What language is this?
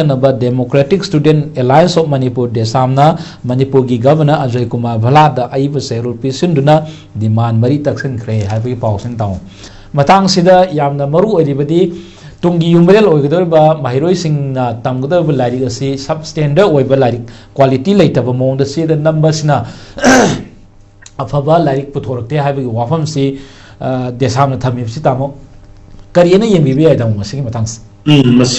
Manipuri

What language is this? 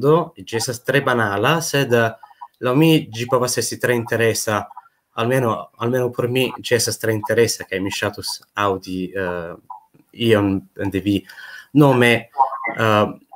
Esperanto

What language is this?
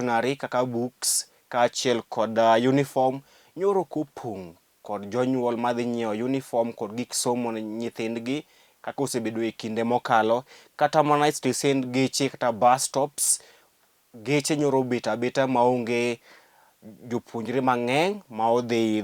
Luo (Kenya and Tanzania)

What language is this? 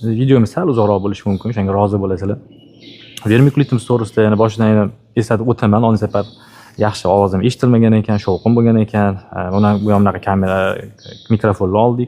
Uzbek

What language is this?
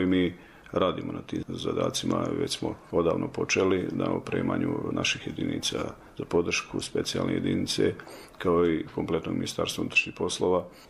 Bosnian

